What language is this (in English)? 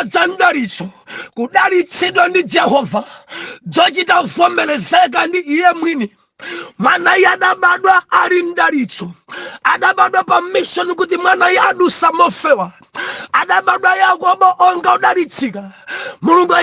Nyanja